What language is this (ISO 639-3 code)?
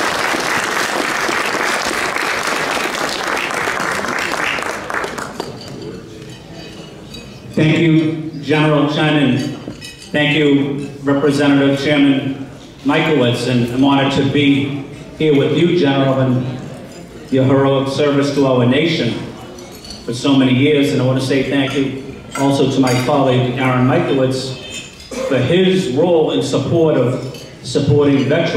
eng